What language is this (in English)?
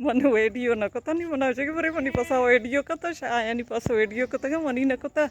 Baluchi